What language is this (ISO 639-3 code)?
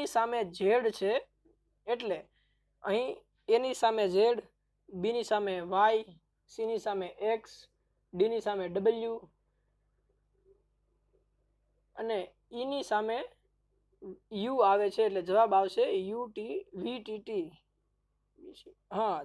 guj